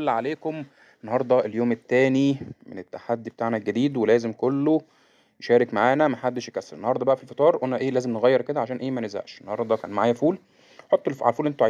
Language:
Egyptian Arabic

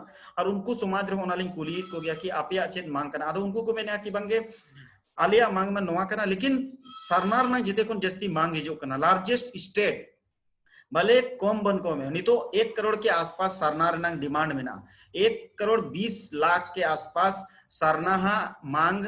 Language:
Santali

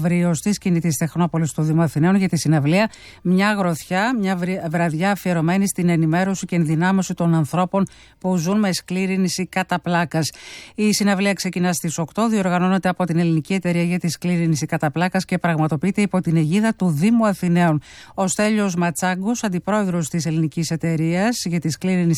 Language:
Greek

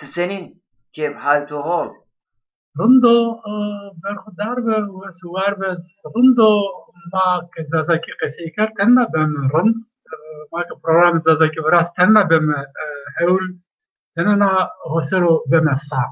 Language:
Zaza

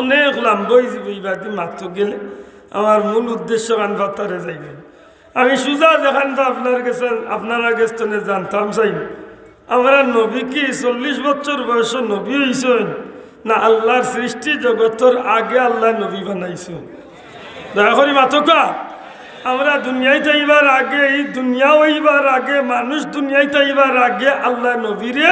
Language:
Sylheti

